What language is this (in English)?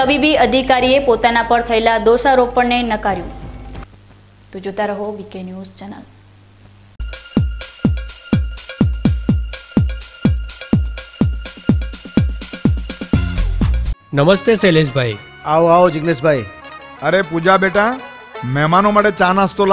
Gujarati